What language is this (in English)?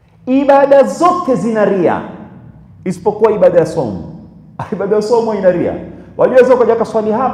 Swahili